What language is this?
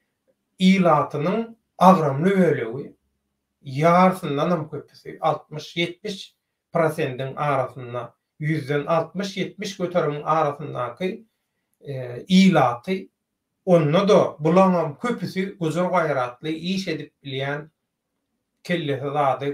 Turkmen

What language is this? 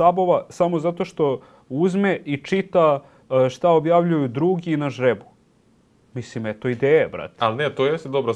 Serbian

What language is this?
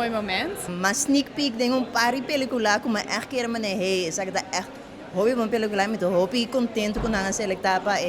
Papiamento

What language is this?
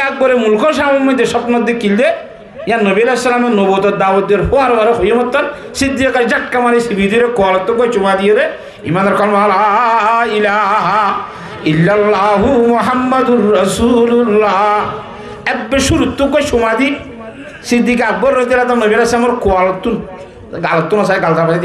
Rohingya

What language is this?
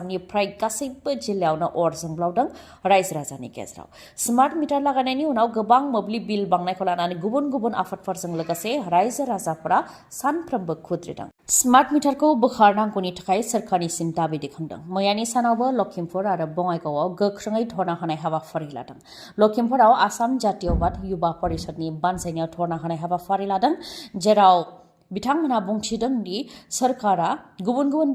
Bodo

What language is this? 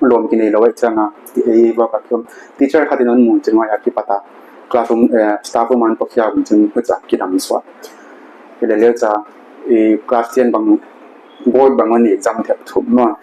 Paite Chin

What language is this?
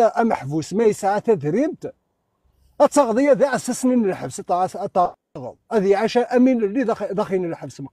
Kabyle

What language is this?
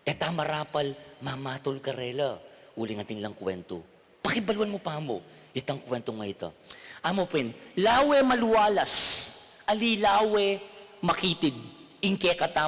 Pampanga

